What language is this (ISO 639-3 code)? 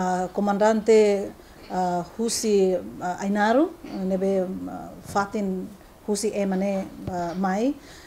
tet